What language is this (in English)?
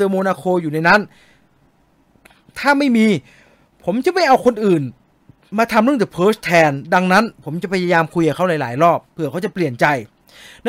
Thai